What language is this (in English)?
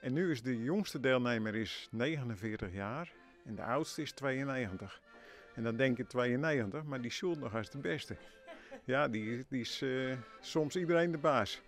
Western Frisian